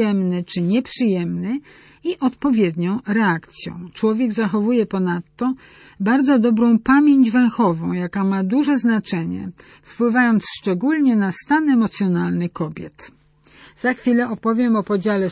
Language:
Polish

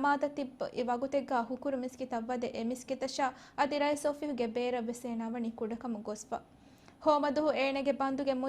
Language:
Divehi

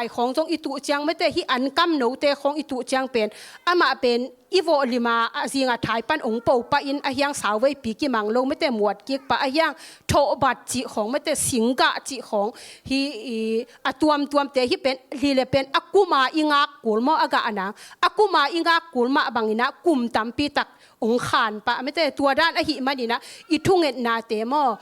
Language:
Tedim Chin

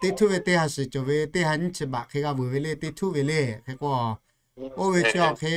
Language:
Lahu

